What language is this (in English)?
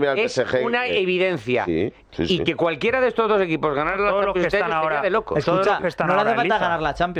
Spanish